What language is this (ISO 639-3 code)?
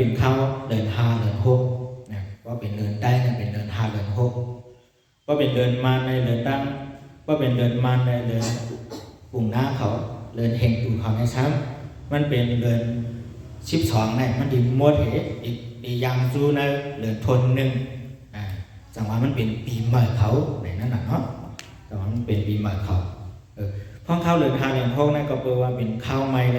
shn